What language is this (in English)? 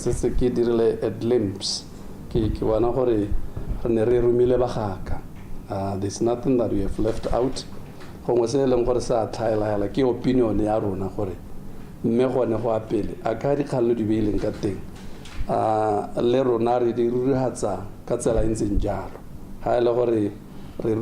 Tswana